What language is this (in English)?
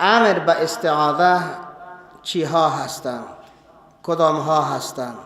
Persian